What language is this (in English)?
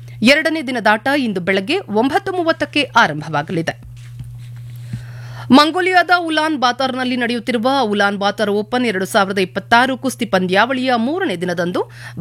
Kannada